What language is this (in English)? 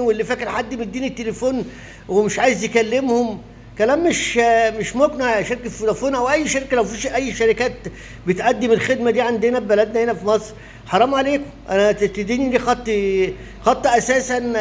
Egyptian Arabic